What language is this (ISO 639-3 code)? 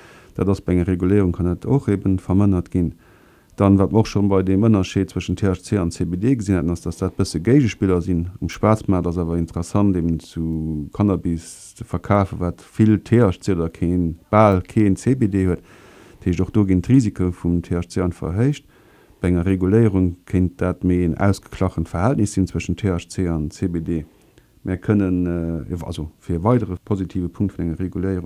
ltz